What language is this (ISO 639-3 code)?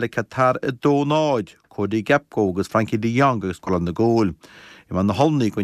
gle